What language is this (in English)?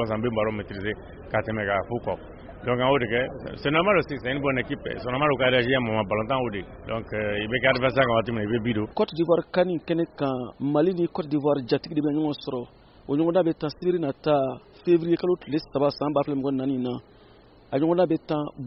Bambara